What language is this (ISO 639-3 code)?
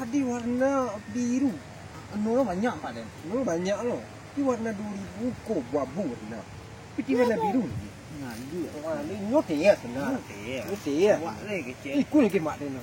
min